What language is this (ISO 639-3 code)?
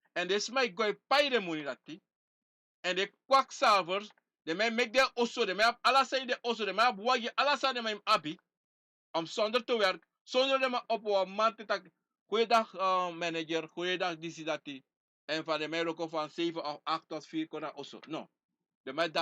srn